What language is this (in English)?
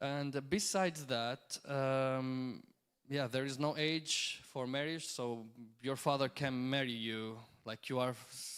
English